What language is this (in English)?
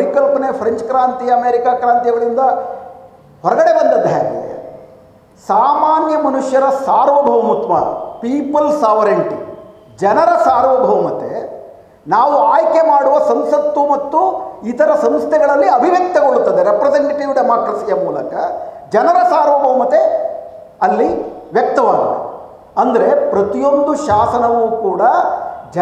Kannada